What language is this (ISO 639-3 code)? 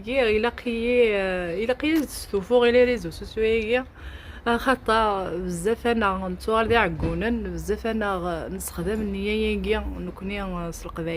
kab